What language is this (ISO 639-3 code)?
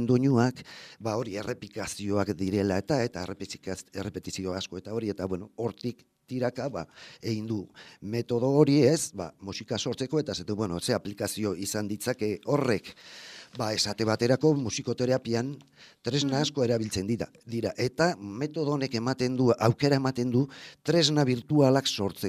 eus